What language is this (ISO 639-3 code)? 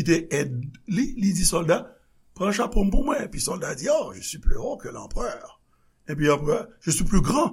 hat